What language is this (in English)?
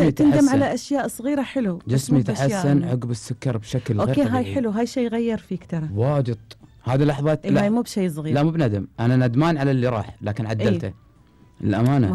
Gulf Arabic